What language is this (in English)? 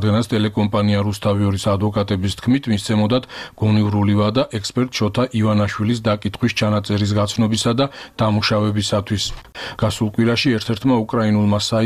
Georgian